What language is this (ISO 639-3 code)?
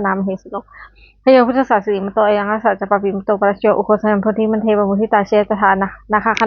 pli